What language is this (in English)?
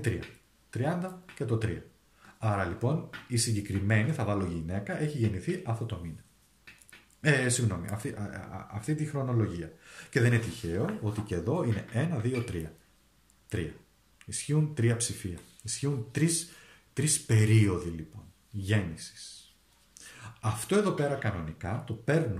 Greek